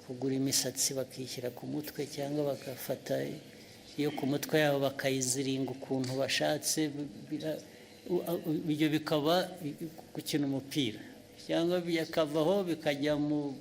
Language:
Kinyarwanda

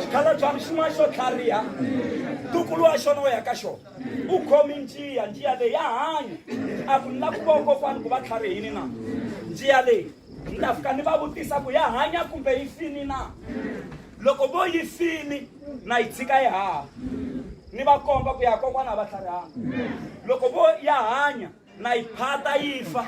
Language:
Tsonga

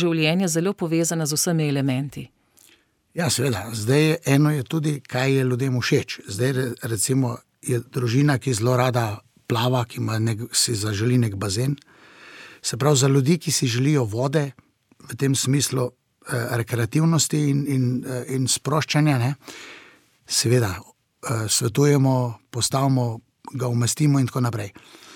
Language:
Slovenian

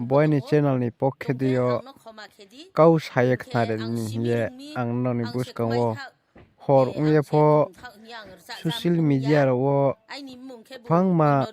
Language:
Riang (India)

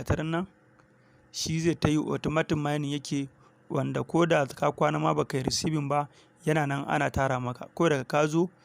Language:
Hausa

